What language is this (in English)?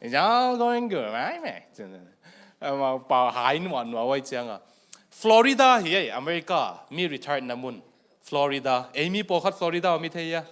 Tedim Chin